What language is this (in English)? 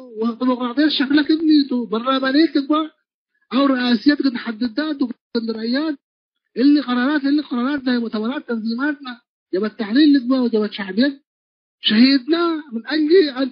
Tigre